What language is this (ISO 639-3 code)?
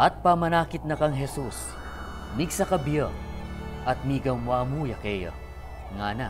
pam